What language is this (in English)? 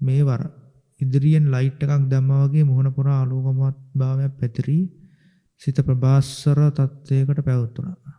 Sinhala